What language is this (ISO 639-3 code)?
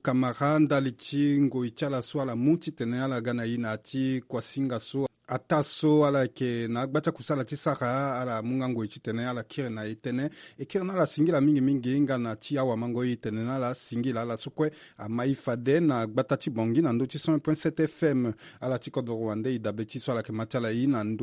sag